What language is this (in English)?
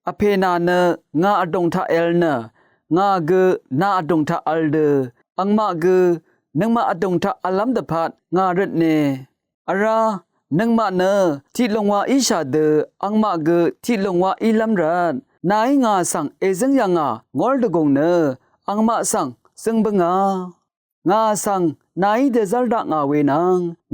Rawang